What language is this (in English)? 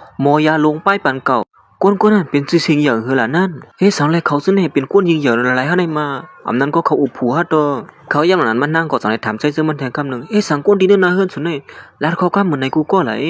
Shan